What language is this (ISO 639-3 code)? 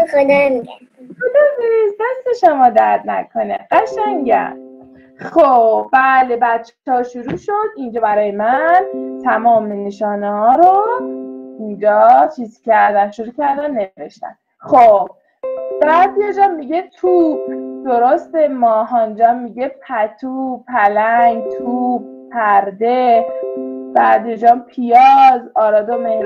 fas